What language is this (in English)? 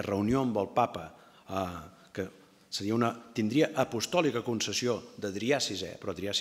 Catalan